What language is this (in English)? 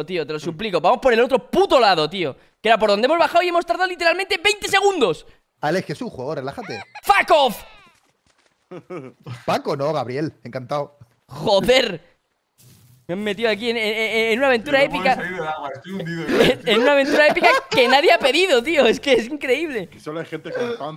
Spanish